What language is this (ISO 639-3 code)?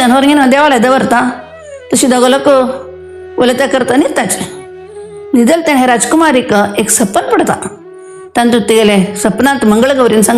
kok